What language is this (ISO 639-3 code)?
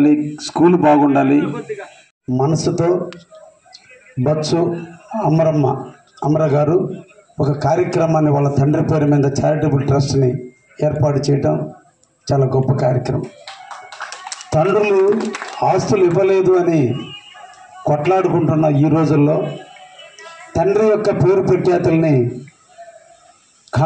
tel